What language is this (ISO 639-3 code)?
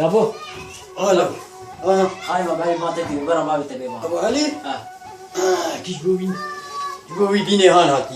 kur